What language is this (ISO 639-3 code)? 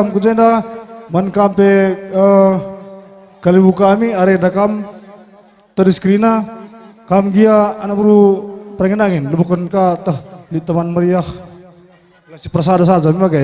btx